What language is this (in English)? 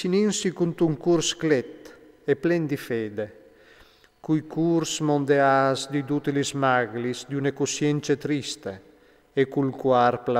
Friulian